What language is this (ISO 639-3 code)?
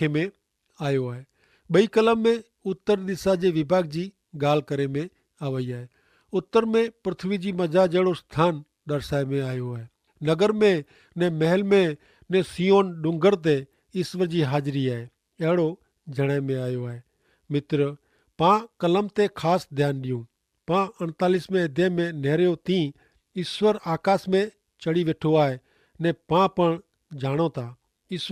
kfr